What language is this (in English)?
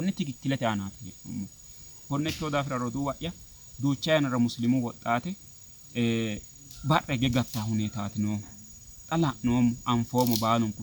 Sidamo